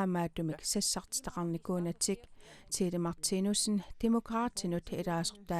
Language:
Kalaallisut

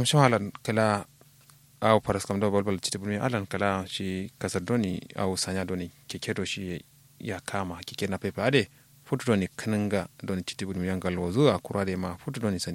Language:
Kanuri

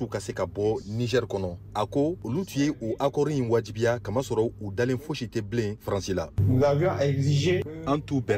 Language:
Bambara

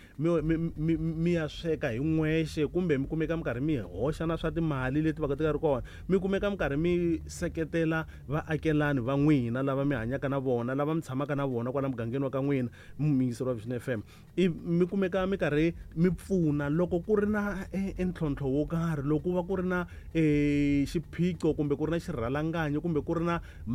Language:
Tsonga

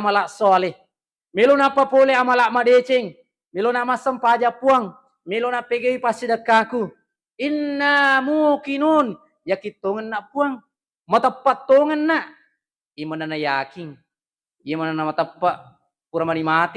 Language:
Buginese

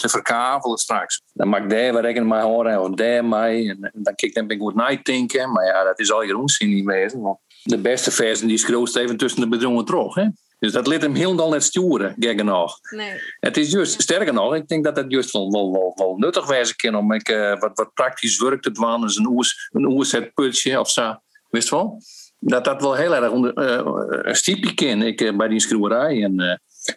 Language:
Western Frisian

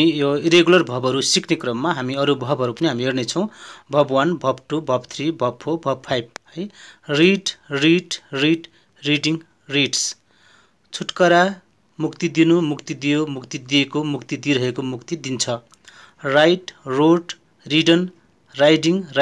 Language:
Nepali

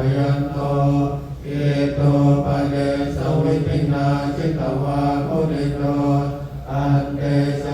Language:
Pali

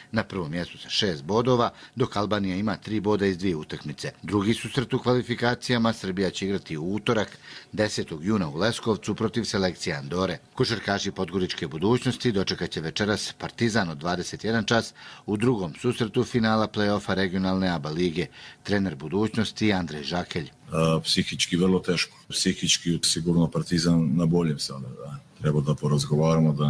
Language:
Croatian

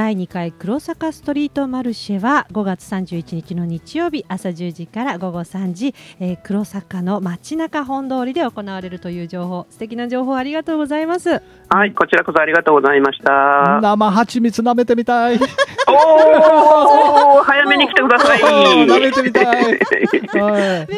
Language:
Japanese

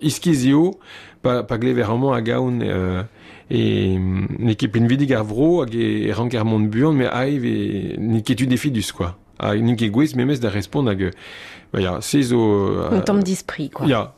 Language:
Breton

